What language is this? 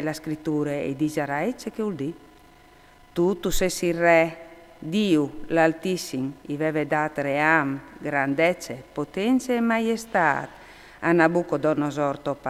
Friulian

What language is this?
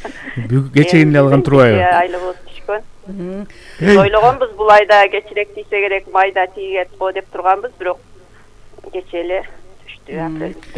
Kyrgyz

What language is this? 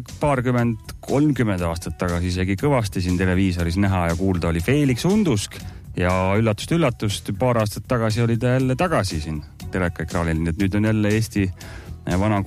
Estonian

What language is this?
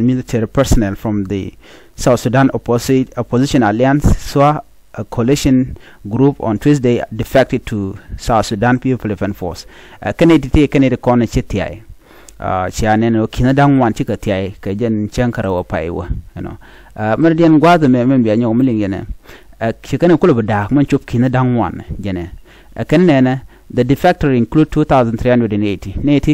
Nuer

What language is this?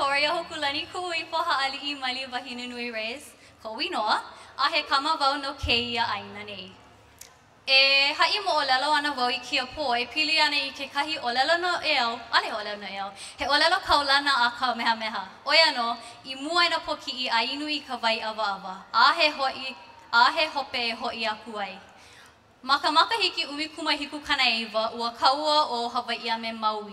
Hawaiian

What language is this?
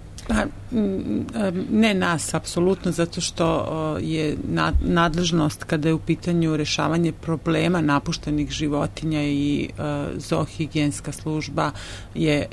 Serbian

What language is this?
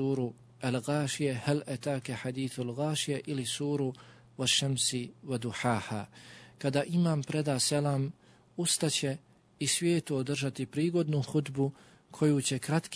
Bosnian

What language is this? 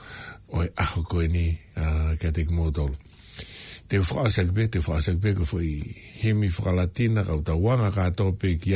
Tongan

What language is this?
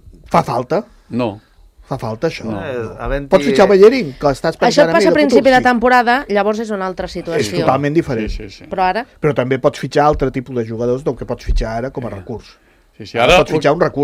Catalan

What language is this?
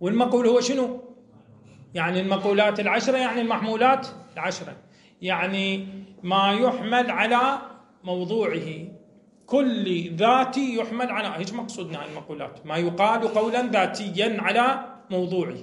Moroccan Arabic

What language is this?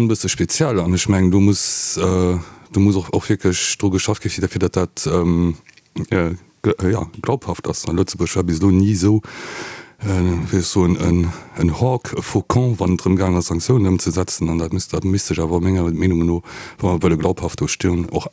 Luxembourgish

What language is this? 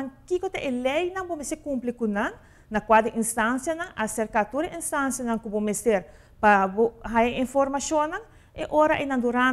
Papiamento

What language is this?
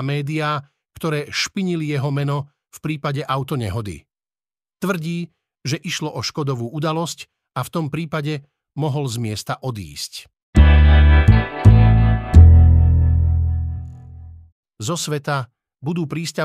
Slovak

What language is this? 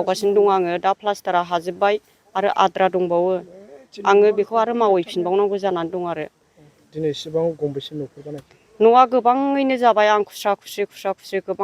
Bodo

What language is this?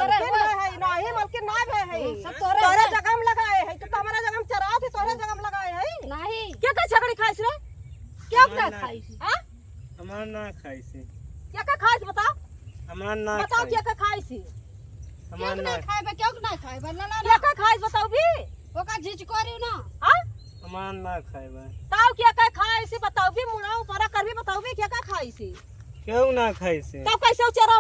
Awadhi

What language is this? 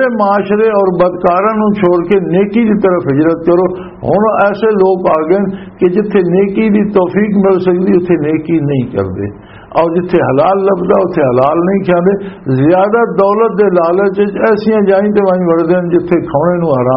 Western Panjabi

